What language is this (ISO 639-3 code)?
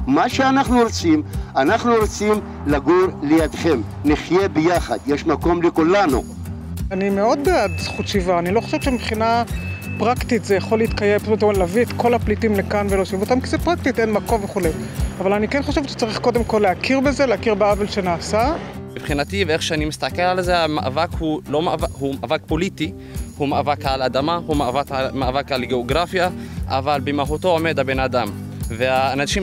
heb